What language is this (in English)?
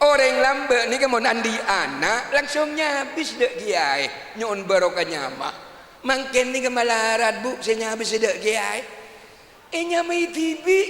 Madurese